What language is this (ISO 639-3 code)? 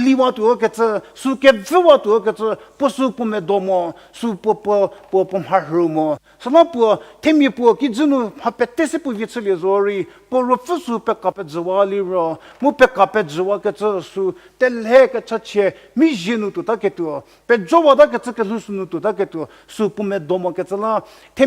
njm